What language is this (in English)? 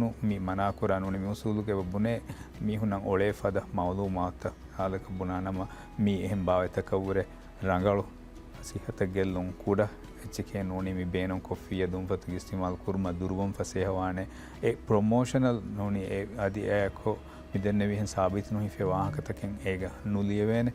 Divehi